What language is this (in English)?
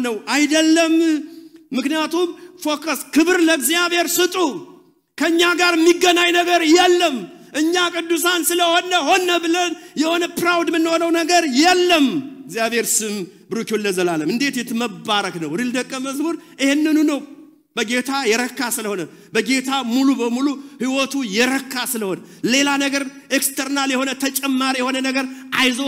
Amharic